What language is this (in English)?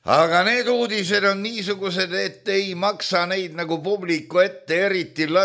Estonian